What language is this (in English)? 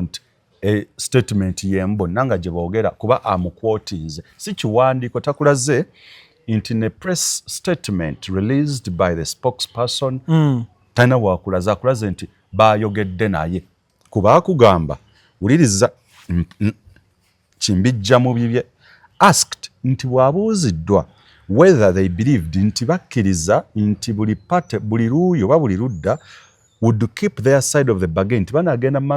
Ganda